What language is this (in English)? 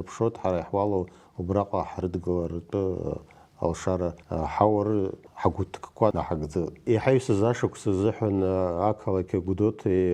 Abkhazian